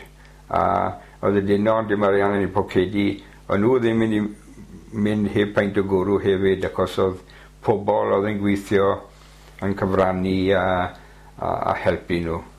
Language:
Welsh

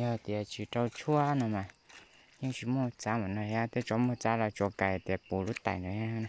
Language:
Hmong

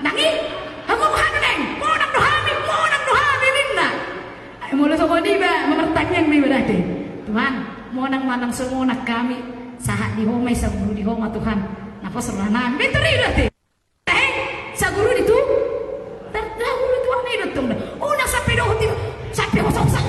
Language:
Batak Toba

